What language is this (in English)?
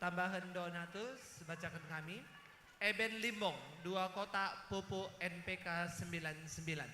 Batak Karo